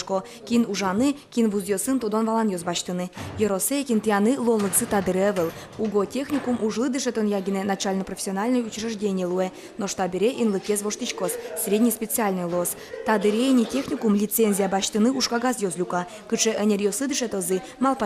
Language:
Udmurt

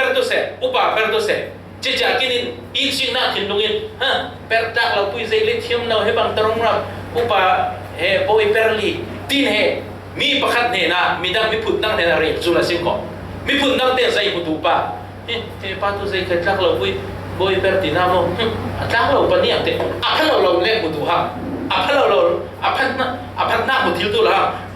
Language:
Falam Chin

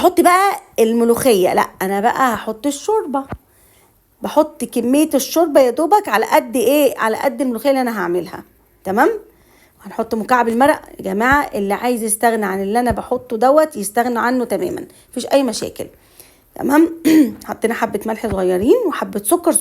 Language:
Egyptian Arabic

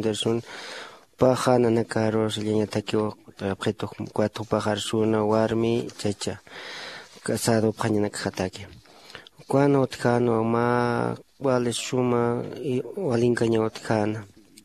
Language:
Aymara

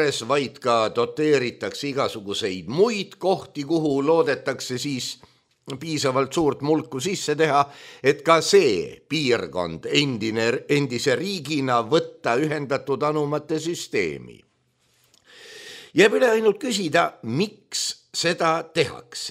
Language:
Estonian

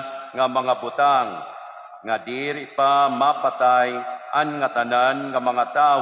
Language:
Waray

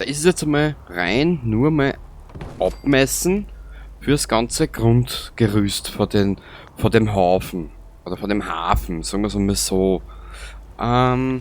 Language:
Bavarian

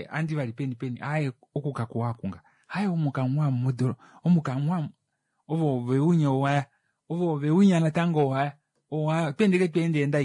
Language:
Kuanyama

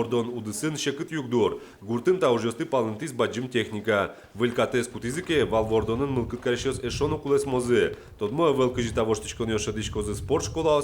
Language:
Udmurt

